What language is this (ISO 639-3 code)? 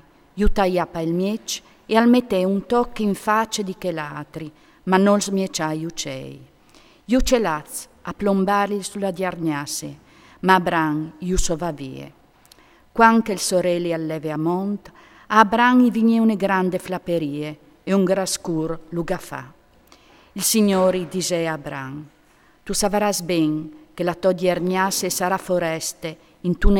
fur